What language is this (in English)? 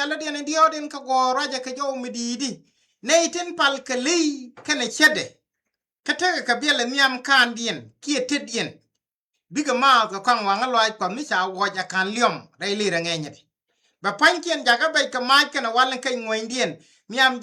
Nuer